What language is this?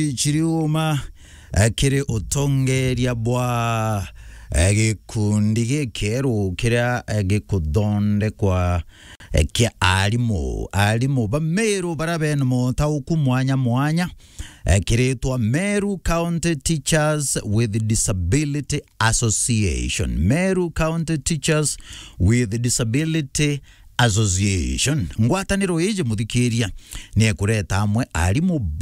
Meru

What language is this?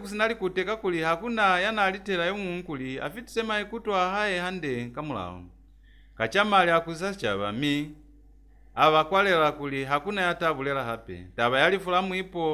Lozi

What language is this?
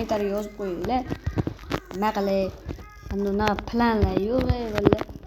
Uzbek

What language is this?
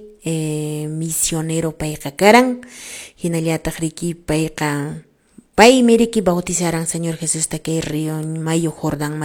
Quechua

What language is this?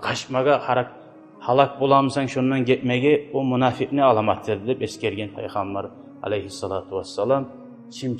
Kumyk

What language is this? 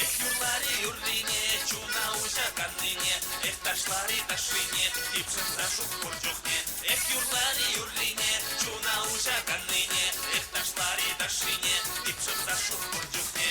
Chuvash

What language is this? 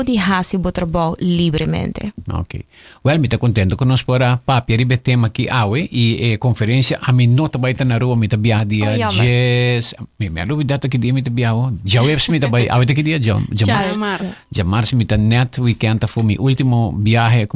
Papiamento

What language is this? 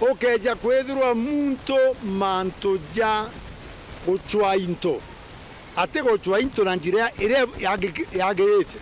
Meru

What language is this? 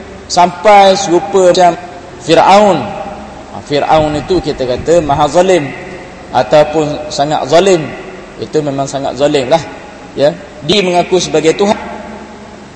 Malay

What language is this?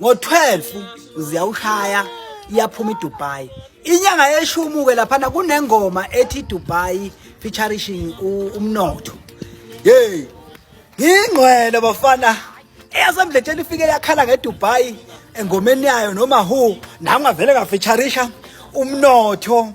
Zulu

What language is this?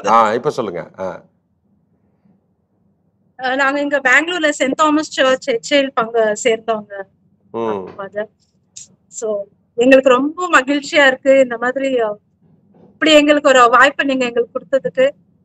Tamil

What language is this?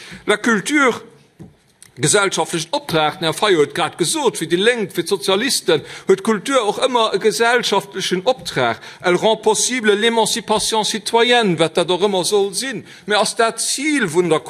Luxembourgish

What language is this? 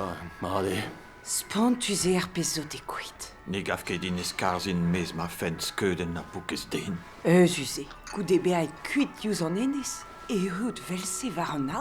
Breton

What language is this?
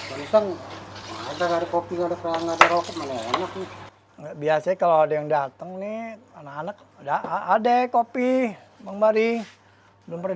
Betawi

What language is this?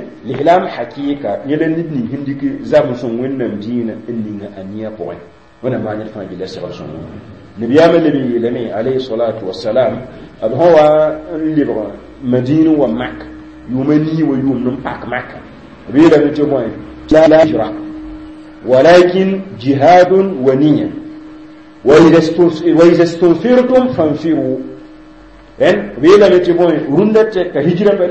Mossi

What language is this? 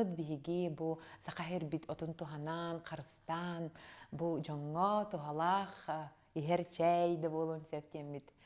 Yakut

